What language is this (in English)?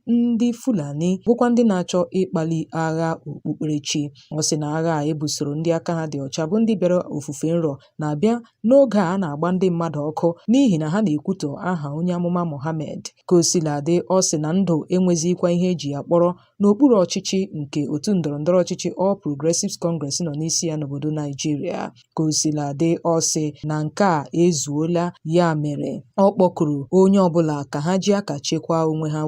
Igbo